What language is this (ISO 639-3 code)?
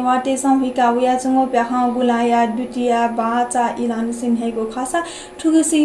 new